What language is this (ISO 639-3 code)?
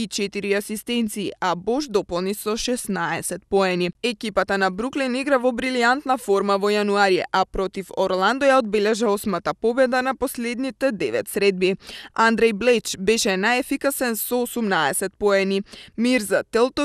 mkd